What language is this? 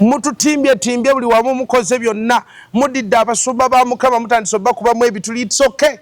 Ganda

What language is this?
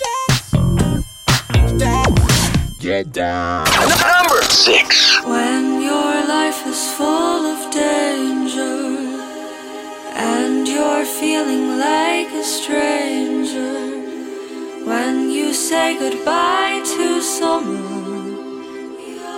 English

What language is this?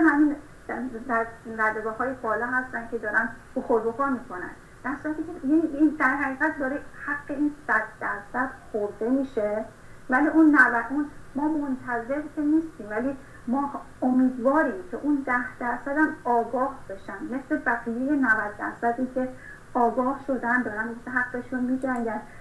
Persian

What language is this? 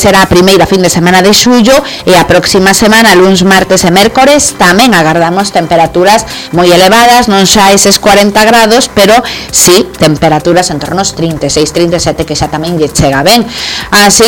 Galician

